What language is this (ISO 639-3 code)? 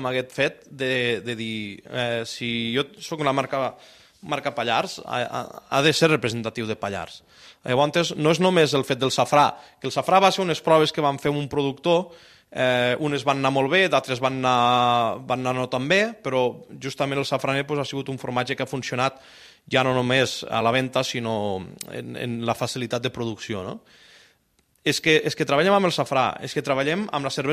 cat